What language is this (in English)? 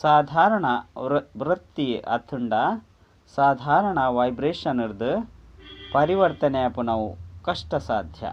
Tulu